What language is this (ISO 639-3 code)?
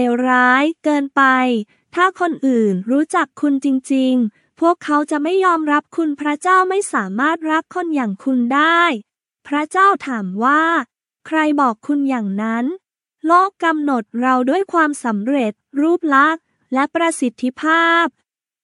tha